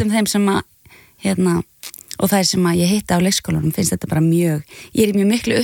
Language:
Icelandic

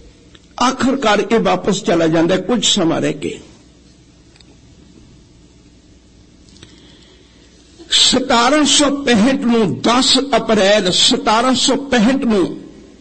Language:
Punjabi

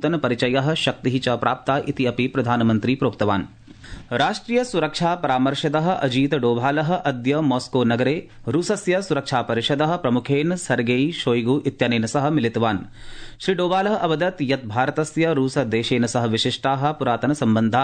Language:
Sanskrit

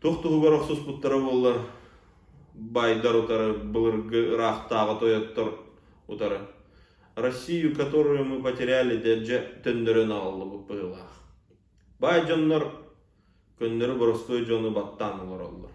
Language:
Yakut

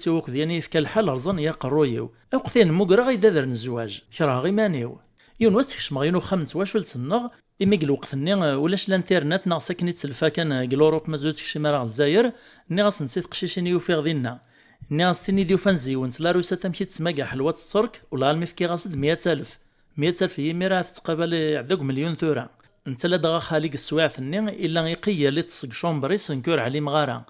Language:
Kabyle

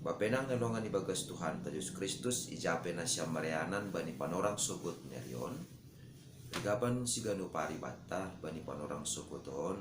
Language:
Batak Simalungun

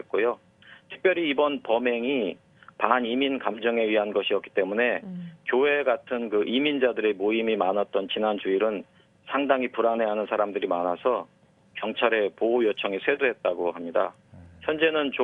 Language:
Korean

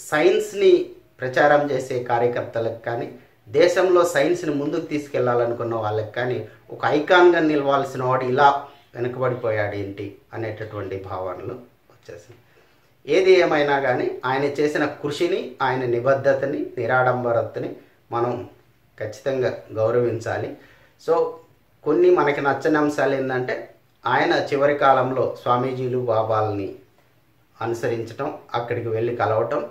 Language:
Telugu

